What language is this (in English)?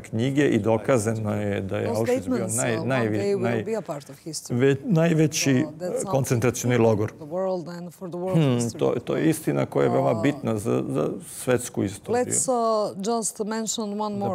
Serbian